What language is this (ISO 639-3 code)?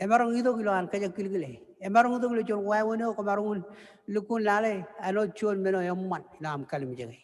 mah